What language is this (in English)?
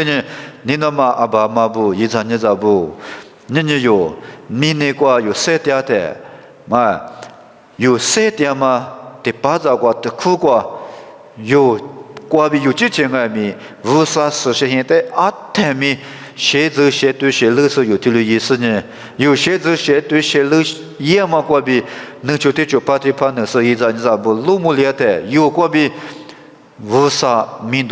Lisu